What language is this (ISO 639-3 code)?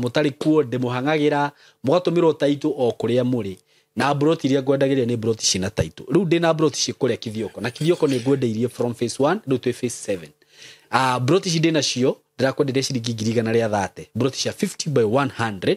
kik